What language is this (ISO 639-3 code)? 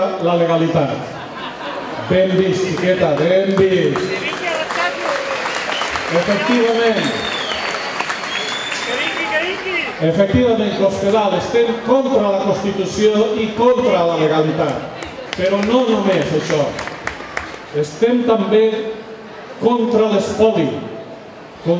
cat